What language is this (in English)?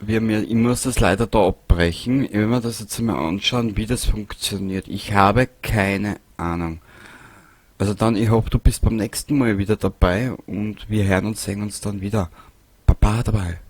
Bavarian